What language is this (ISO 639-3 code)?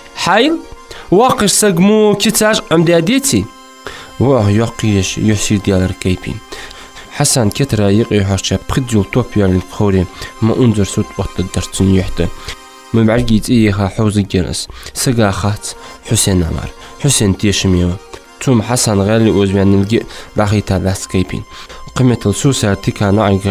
inh